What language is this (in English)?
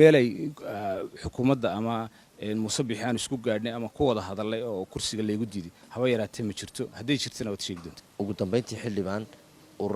Somali